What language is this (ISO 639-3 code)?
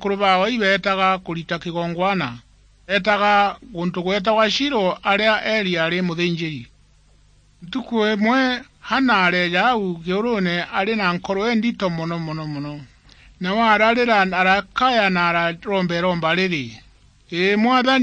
mer